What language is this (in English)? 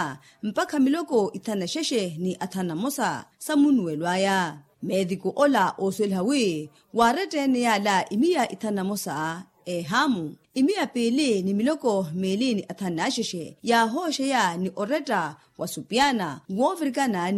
Makhuwa